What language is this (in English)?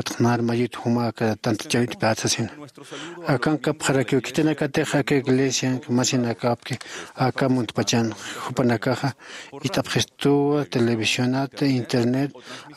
Aymara